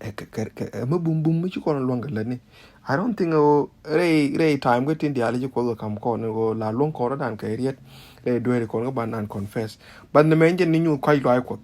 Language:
Nuer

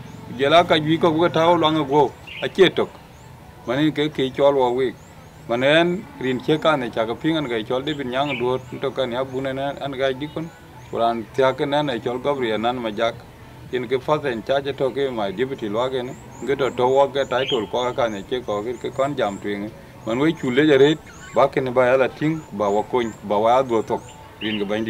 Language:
Dinka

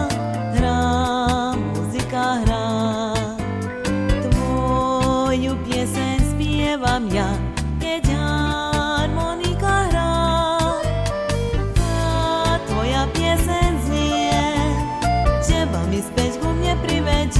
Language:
Slovak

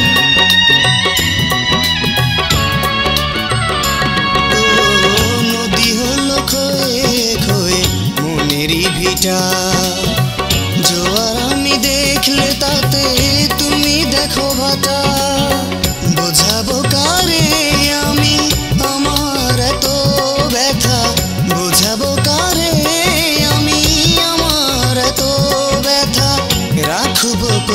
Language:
Bangla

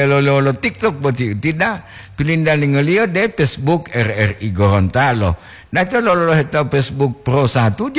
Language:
Gorontalo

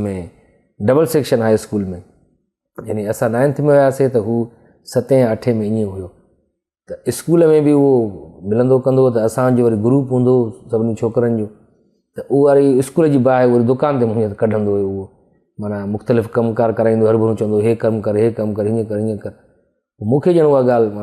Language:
Sindhi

